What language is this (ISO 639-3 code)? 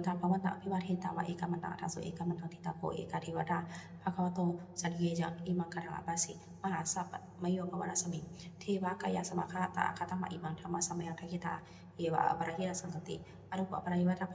pli